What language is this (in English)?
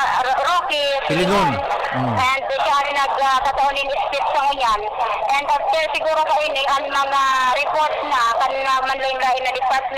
Bikol